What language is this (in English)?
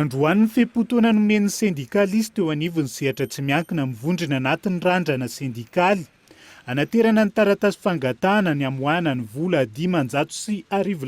Malagasy